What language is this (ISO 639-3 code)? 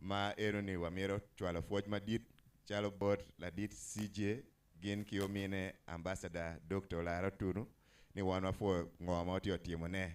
ach